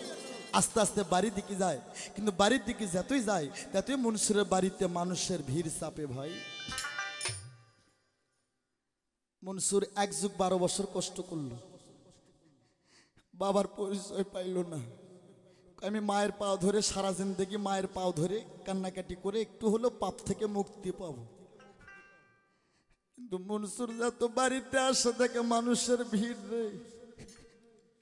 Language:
Bangla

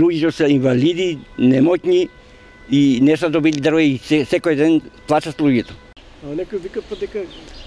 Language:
Macedonian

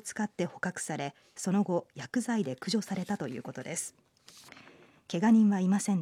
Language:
Japanese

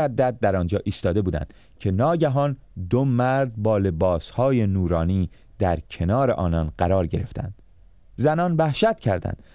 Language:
Persian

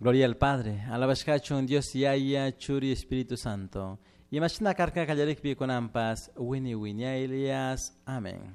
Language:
Chimborazo Highland Quichua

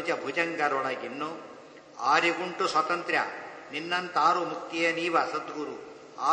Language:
Kannada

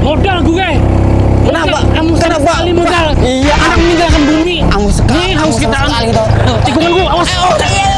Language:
Banjar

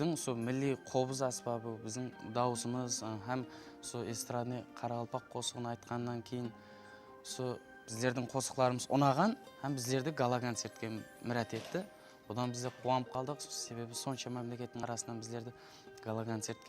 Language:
Kara-Kalpak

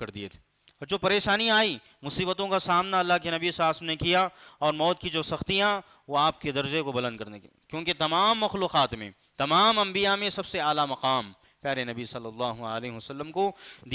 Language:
Urdu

